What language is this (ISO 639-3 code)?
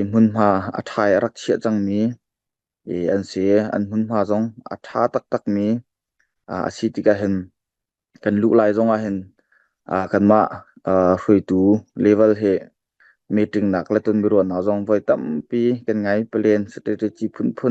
cnh